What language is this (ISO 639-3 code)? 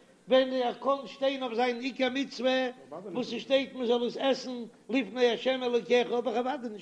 yid